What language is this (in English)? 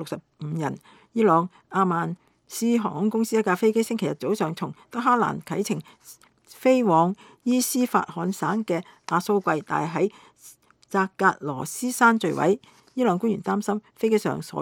Cantonese